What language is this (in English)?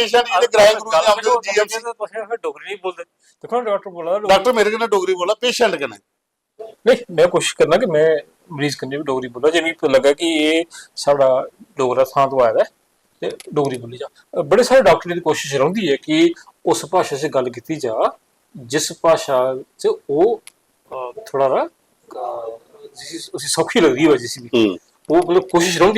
Dogri